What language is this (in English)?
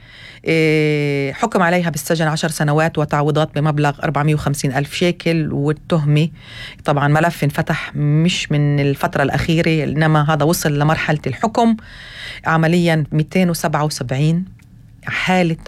North Levantine Arabic